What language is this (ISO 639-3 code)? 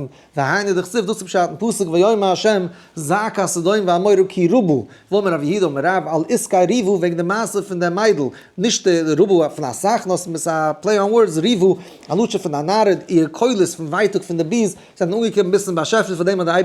yid